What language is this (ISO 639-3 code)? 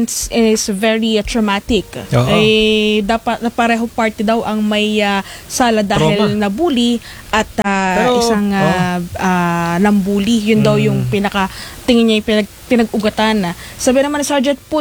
fil